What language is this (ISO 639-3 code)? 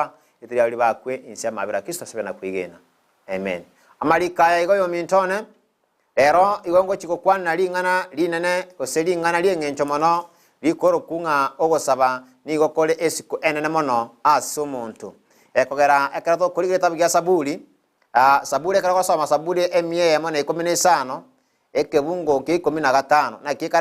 guz